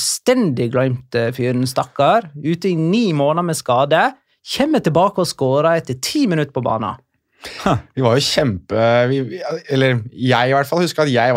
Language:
Norwegian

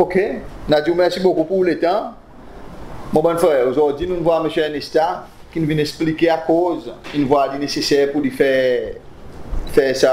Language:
Seselwa Creole French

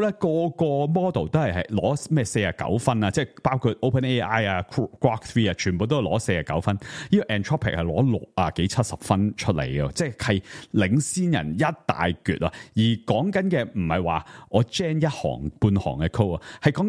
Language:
Cantonese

